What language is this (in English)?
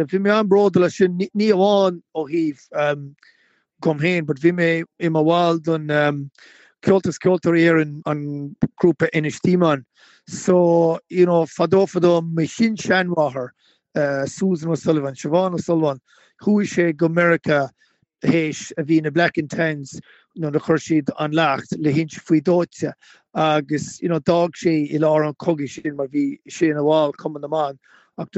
Irish